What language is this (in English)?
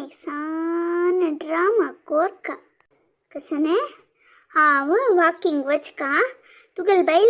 Konkani